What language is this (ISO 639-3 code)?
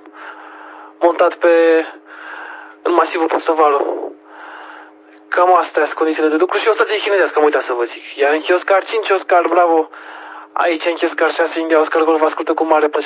ron